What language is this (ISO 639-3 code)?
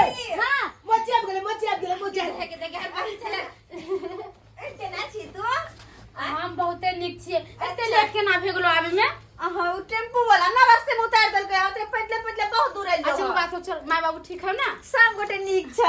mai